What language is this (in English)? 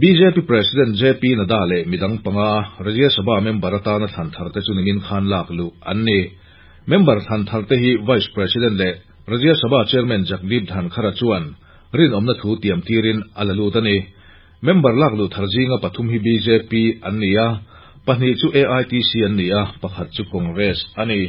Mizo